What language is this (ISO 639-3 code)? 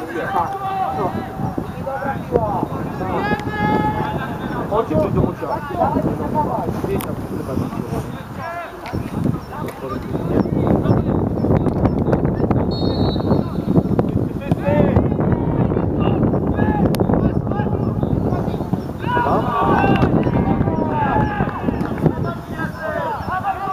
pol